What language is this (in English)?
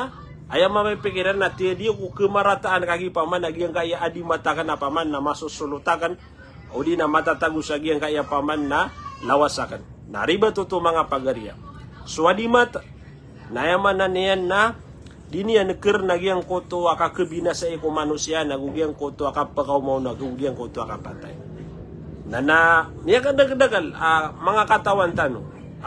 Maranao